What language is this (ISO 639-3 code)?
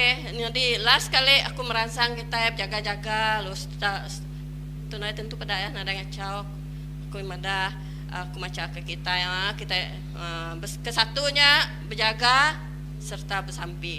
iba